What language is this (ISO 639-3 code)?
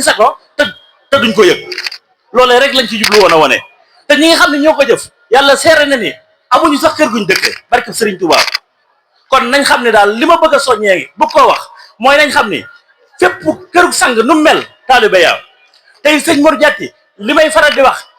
wol